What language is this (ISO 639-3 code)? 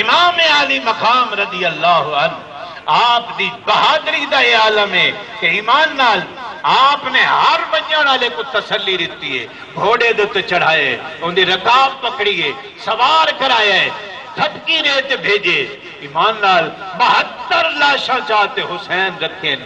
skr